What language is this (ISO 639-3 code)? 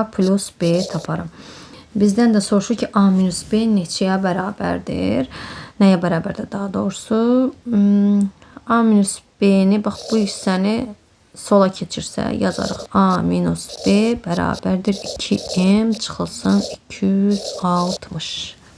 aze